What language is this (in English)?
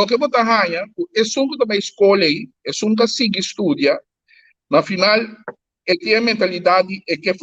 Papiamento